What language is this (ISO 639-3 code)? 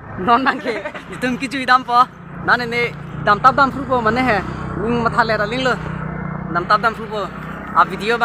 mjw